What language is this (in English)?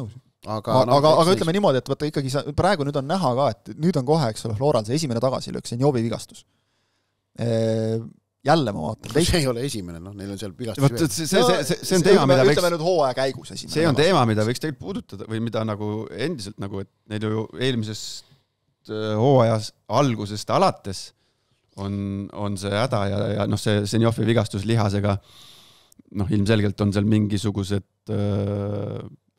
Estonian